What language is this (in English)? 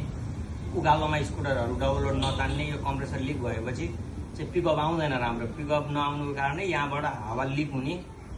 Nepali